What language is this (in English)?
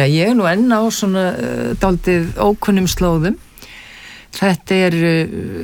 Icelandic